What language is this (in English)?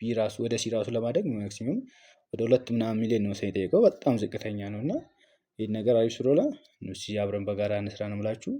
Amharic